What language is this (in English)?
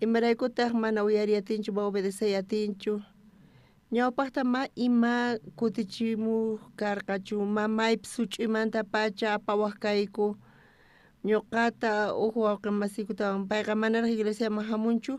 South Bolivian Quechua